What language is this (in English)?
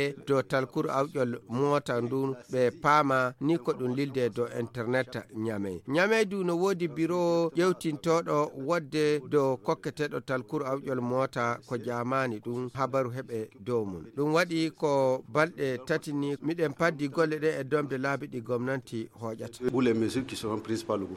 Nigerian Fulfulde